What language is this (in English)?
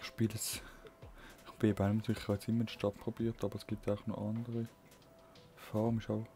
Swiss German